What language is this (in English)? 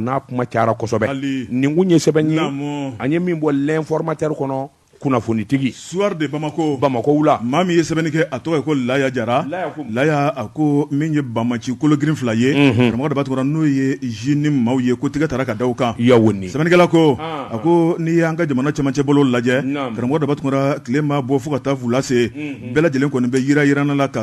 Bambara